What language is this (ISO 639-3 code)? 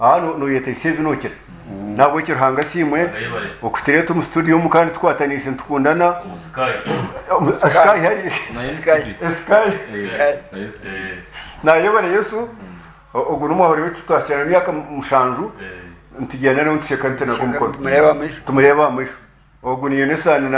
nyn